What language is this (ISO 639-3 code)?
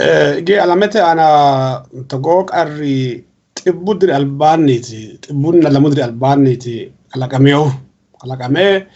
sid